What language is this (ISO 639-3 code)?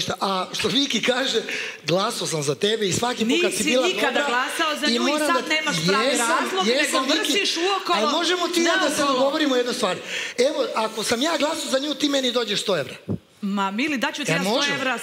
srp